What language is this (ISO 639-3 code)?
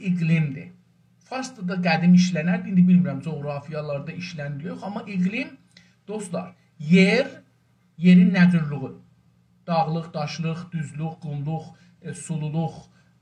azb